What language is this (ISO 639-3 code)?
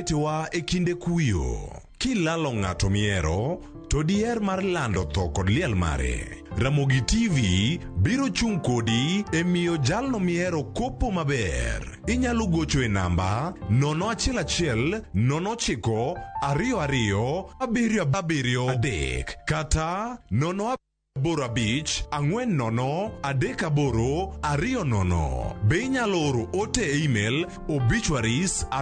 luo